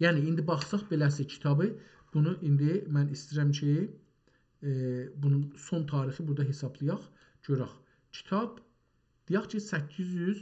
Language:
South Azerbaijani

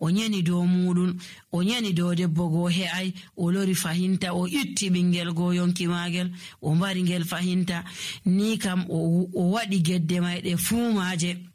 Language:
Nigerian Fulfulde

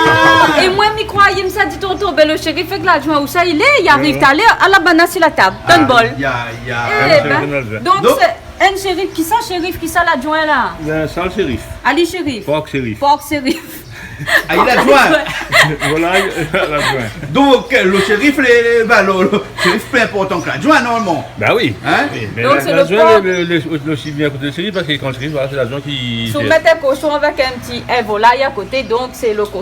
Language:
Réunion Creole French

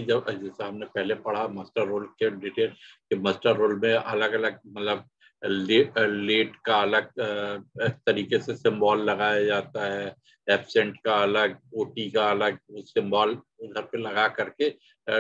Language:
Hindi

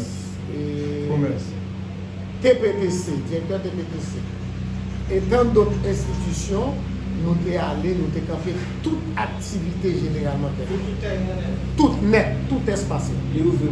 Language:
Haitian Creole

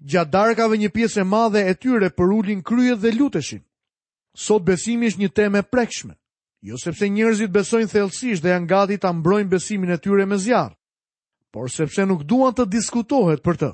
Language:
Albanian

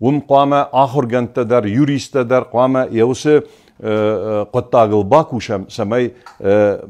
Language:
Ossetic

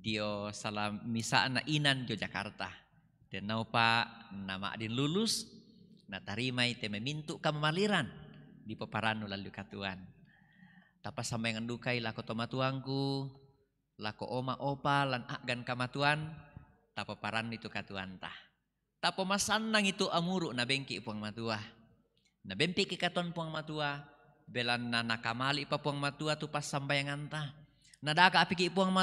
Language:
Toraja-Sa'dan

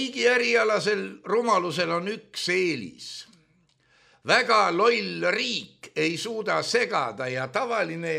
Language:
Estonian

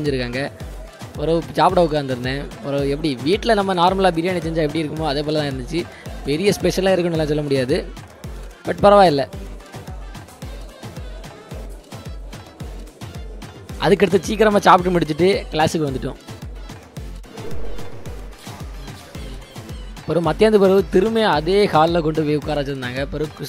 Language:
Tamil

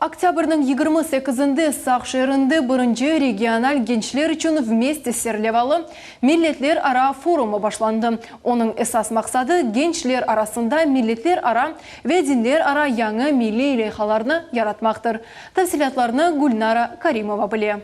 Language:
Crimean Tatar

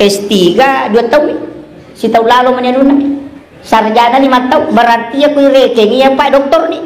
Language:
Buginese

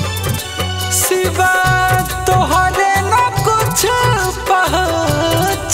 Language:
Bhojpuri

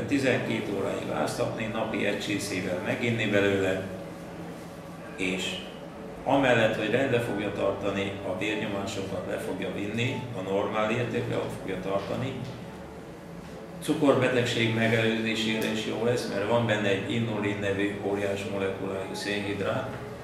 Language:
Hungarian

